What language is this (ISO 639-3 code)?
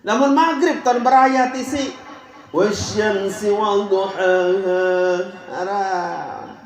sas